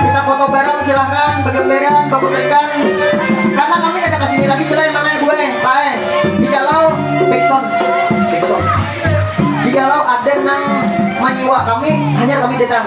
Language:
Banjar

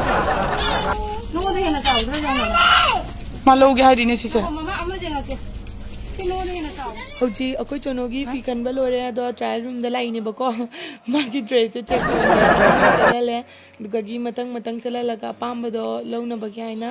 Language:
Manipuri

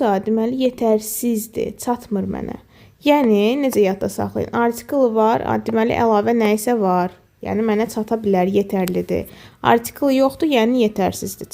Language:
Azerbaijani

